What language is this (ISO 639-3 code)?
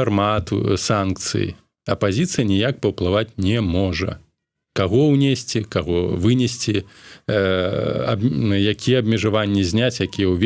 bel